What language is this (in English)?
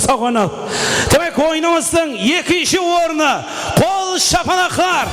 Kara-Kalpak